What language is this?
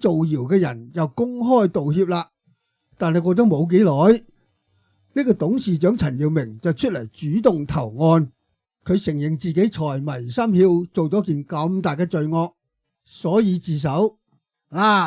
Cantonese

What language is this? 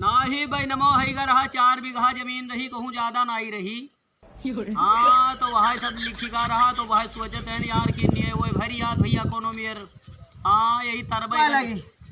Awadhi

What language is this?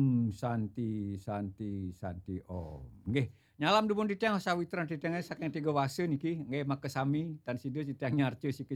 Balinese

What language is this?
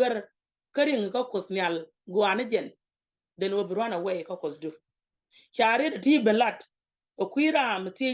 Nuer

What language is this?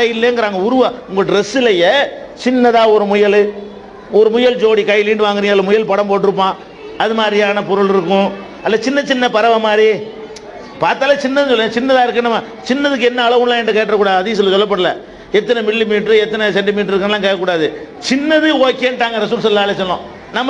Tamil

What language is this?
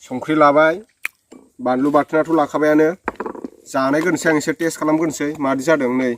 Bodo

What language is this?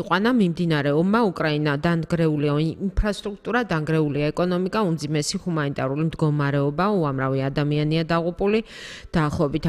Georgian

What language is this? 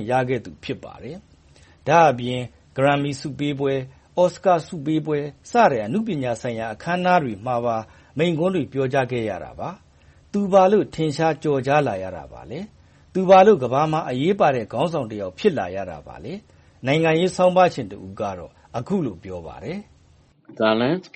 Burmese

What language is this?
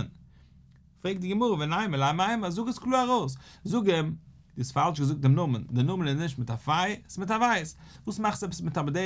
Yiddish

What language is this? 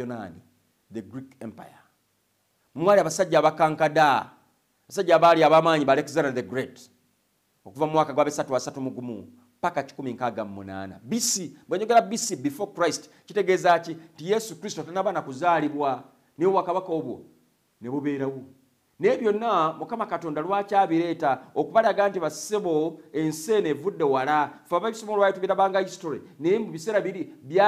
Ganda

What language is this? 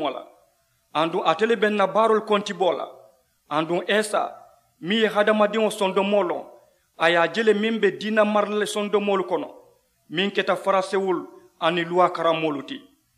Mandingo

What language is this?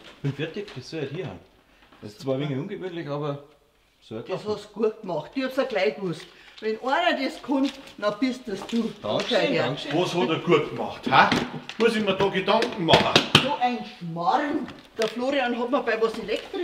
Bavarian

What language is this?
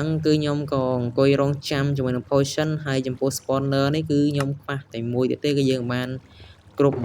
Khmer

